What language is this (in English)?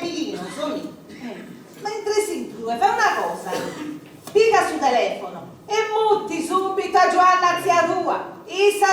Sardinian